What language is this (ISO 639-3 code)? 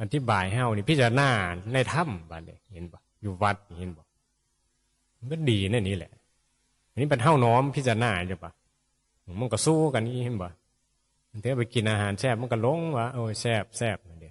tts